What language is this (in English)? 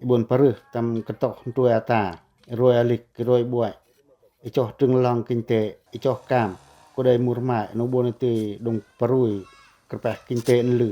Pacoh